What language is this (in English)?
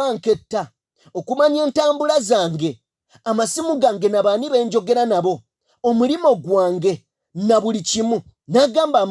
Ganda